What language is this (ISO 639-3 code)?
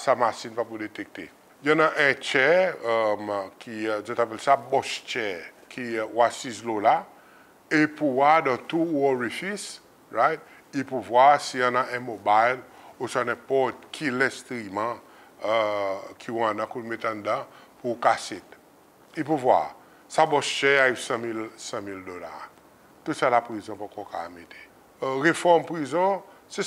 crs